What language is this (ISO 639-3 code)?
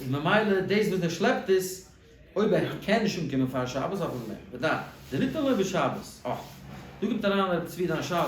yid